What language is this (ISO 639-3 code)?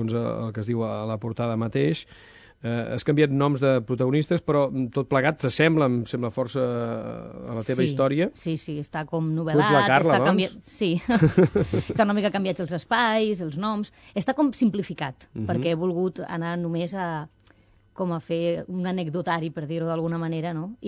cat